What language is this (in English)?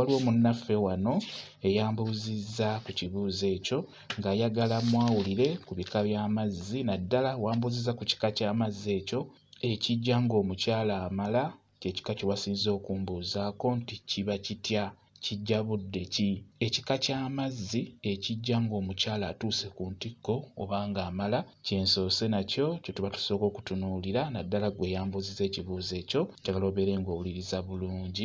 Ganda